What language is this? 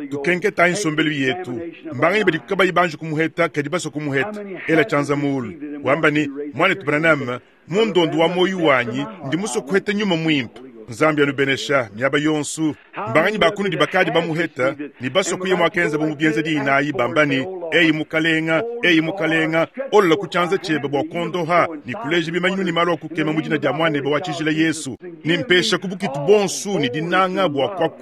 Luba-Lulua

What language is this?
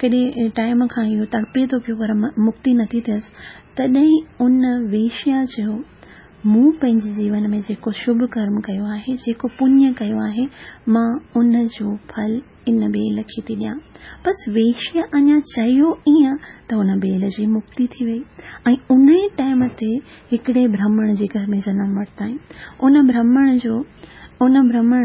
Sindhi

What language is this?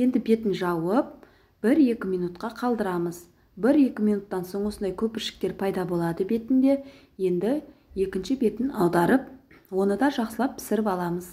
Kazakh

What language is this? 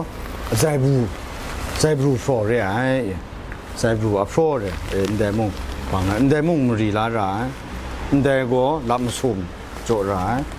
Kachin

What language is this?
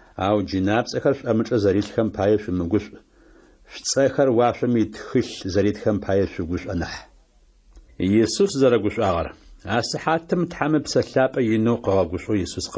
Adyghe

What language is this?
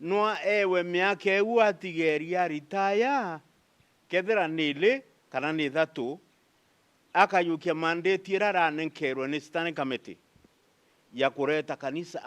Meru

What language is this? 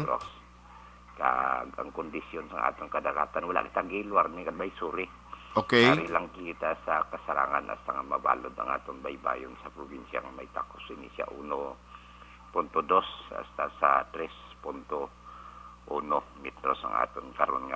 Hiligaynon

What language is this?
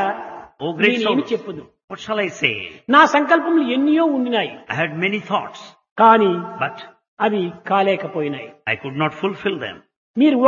Telugu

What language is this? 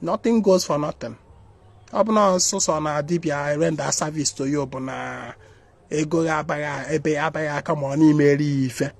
Igbo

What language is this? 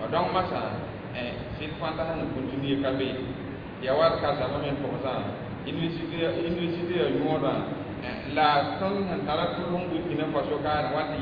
Mossi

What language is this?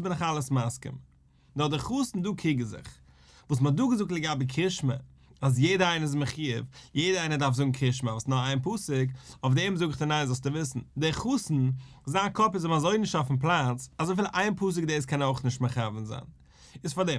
Yiddish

